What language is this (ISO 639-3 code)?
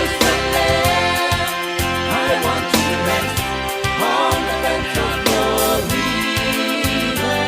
gil